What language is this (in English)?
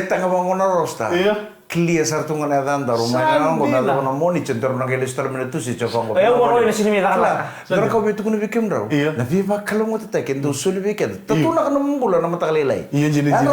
Fijian